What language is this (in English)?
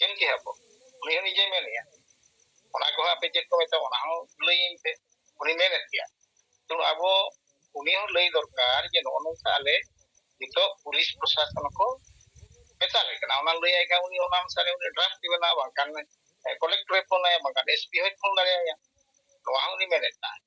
Santali